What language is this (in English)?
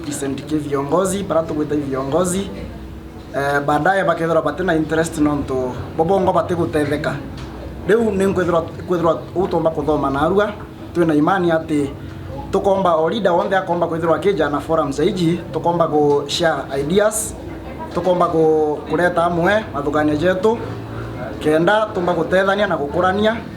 Meru